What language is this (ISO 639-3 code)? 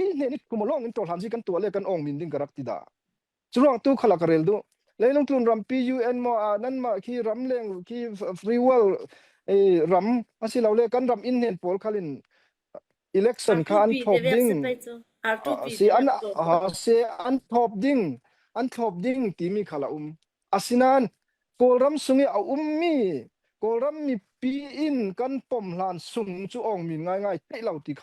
cfm